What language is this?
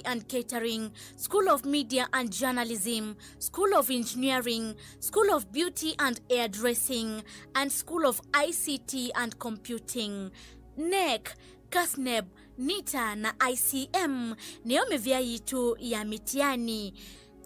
Kamba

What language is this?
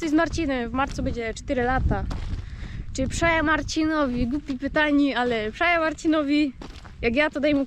Silesian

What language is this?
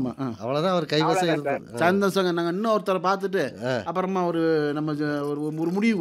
Tamil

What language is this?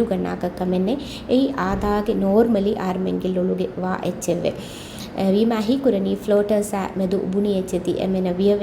Divehi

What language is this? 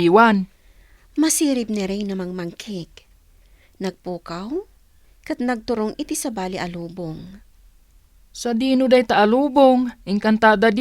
Iloko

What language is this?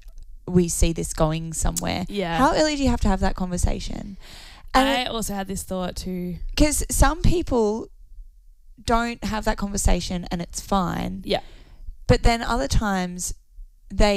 English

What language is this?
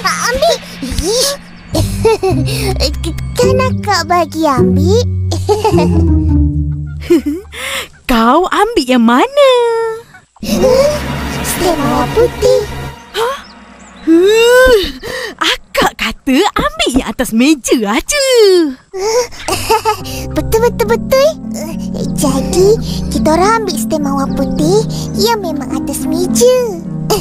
Malay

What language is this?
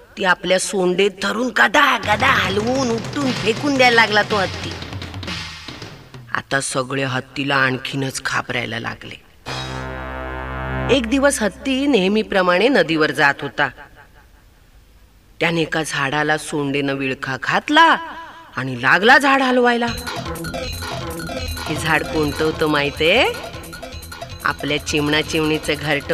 Marathi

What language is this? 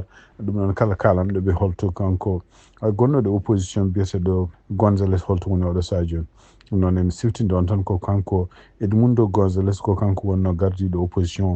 Fula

